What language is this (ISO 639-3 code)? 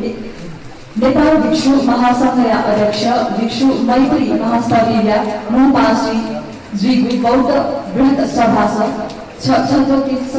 new